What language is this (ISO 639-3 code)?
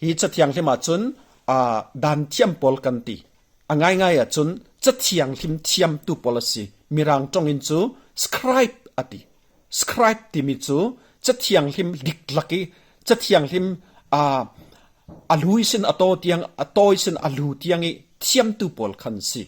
cfm